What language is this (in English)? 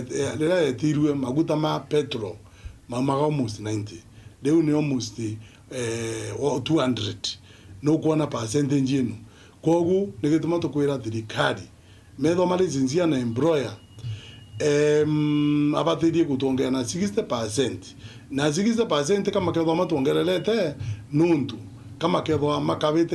Meru